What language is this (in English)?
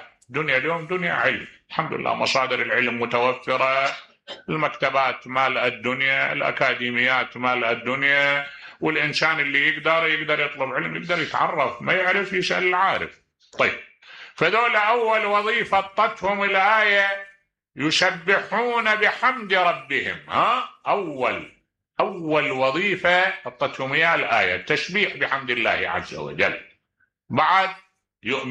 Mesopotamian Arabic